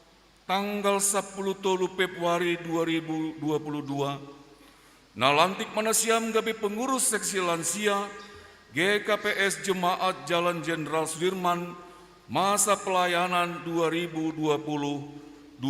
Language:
Batak Simalungun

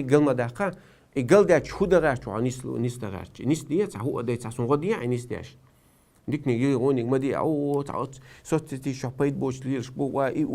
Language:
Chechen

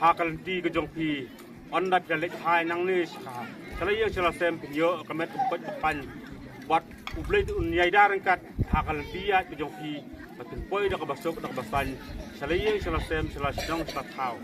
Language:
Khasi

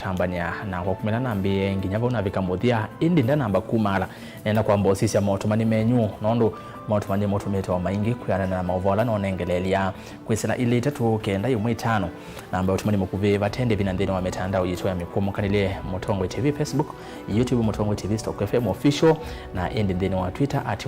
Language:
Kamba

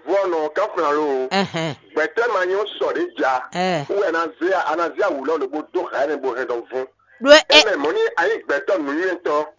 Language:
Fon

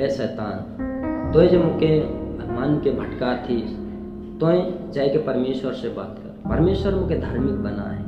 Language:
Sadri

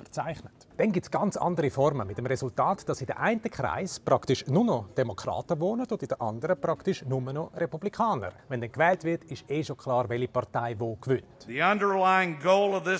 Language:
Swiss German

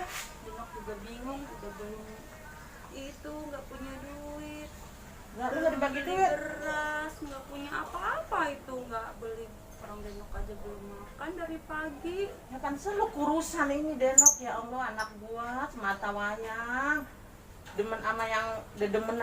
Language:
Betawi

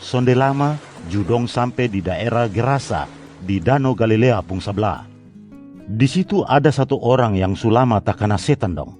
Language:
Kupang Malay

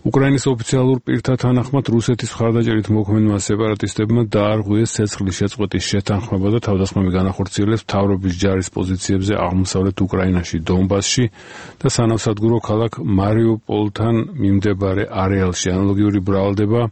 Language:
Georgian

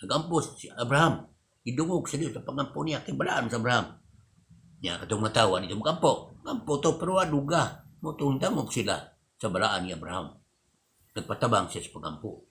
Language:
Cebuano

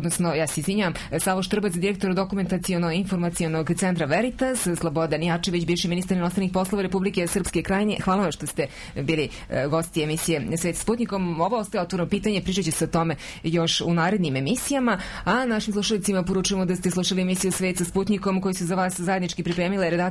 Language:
Serbian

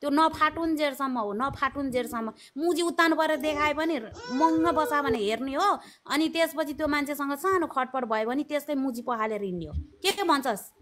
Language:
Nepali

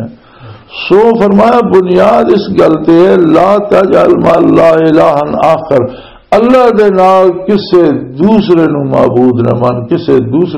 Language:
Western Panjabi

